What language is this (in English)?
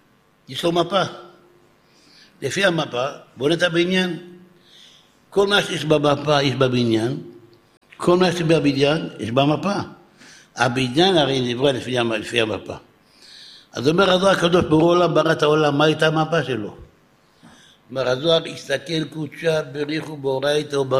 Hebrew